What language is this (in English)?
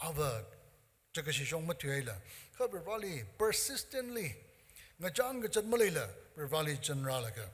Tangkhul Naga (India)